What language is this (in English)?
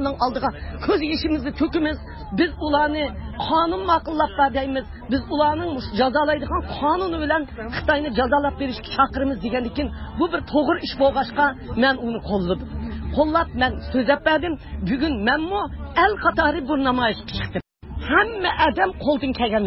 Uyghur